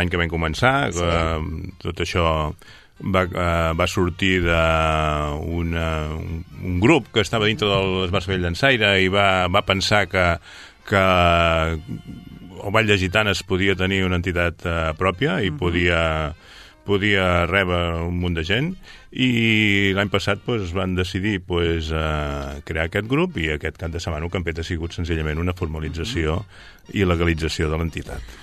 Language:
Catalan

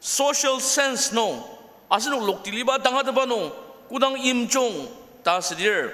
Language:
Ao Naga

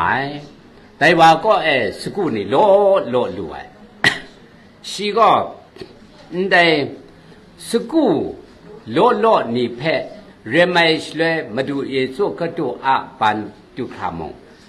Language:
Kachin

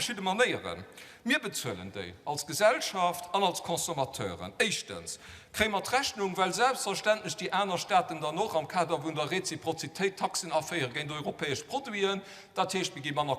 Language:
Luxembourgish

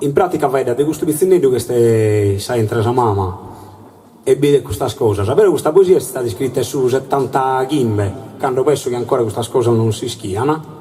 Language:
Sardinian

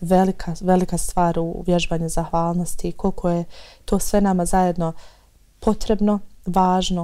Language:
Bosnian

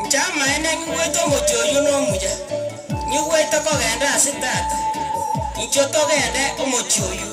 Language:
Gusii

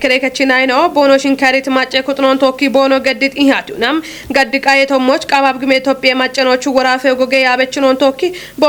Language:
Kafa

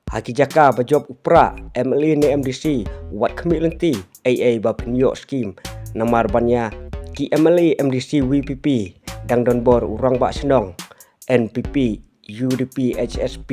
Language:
Khasi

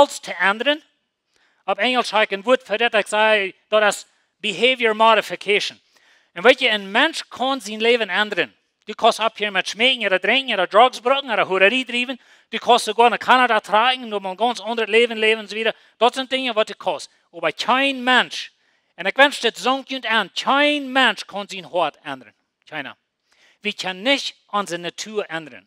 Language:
Plautdietsch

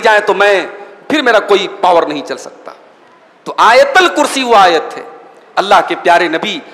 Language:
Hindi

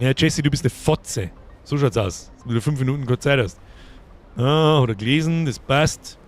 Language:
Bavarian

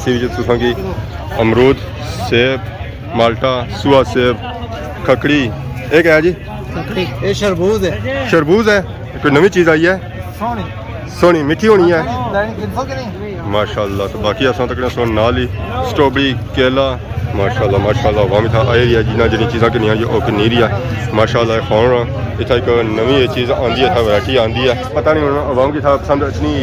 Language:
Pahari-Potwari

